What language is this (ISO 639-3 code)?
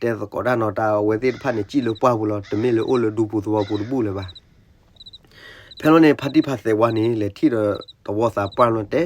ksw